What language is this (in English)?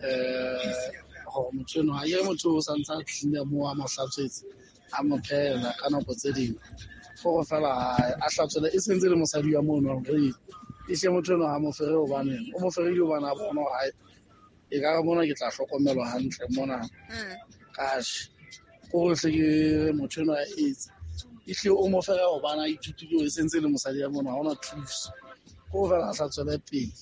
Southern Sotho